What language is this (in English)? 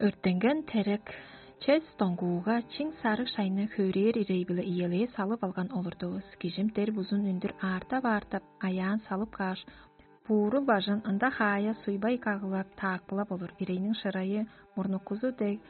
Tuvinian